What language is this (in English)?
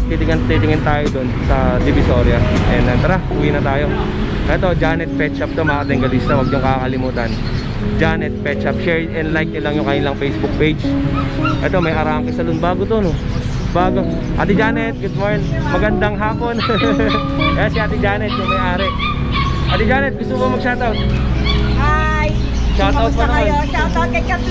Filipino